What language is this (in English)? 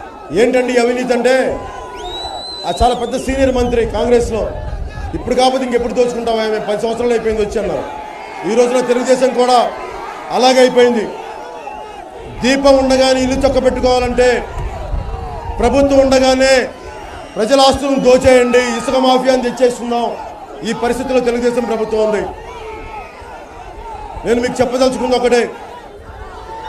Telugu